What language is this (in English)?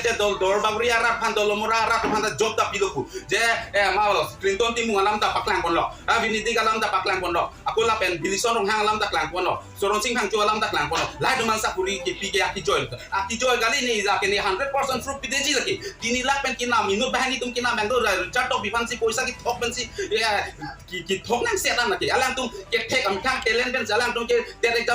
Karbi